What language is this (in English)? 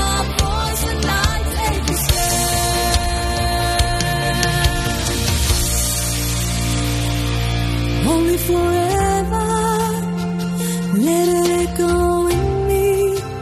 Afrikaans